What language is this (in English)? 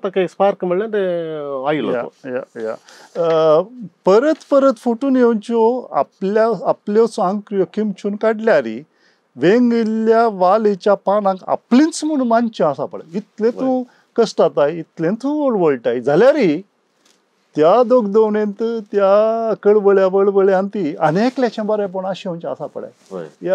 Konkani